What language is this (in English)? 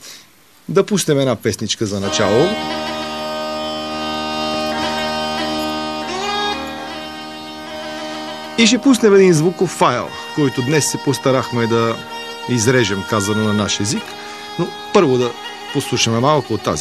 Bulgarian